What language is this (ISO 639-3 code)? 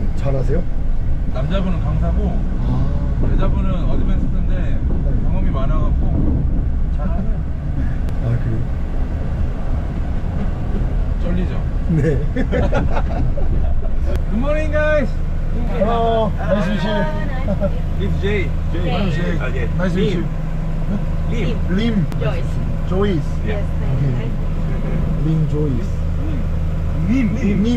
kor